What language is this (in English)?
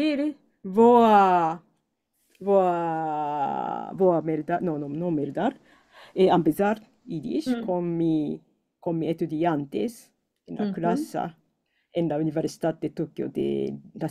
Ladino